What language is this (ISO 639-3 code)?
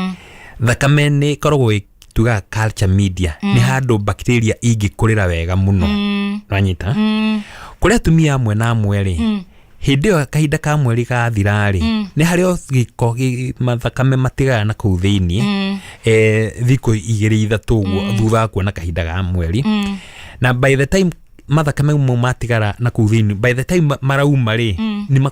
kik